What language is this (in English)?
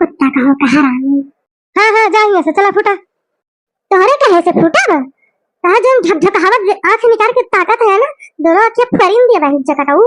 Awadhi